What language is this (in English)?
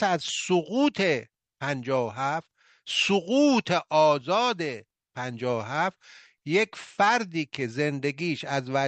Persian